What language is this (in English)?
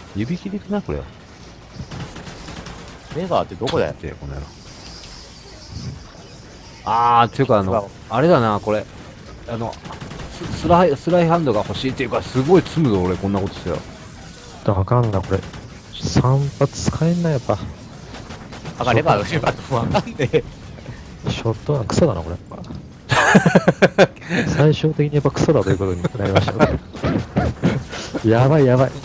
Japanese